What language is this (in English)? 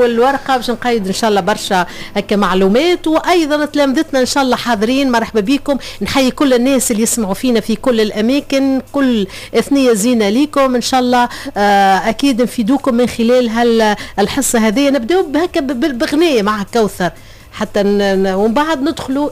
Tunisian Arabic